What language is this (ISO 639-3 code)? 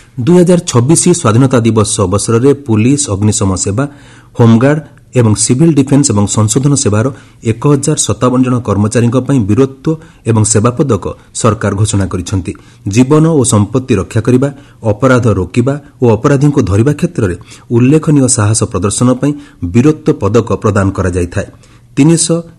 ori